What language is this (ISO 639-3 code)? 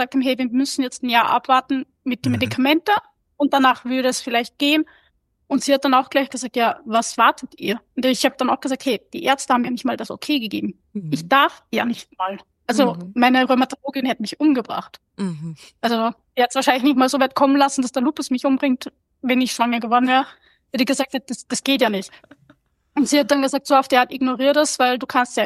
deu